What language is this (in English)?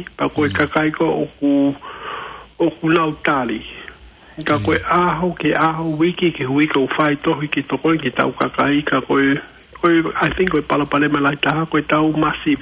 Tongan